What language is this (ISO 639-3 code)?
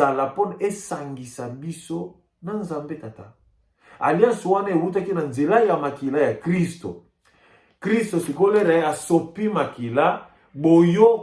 lin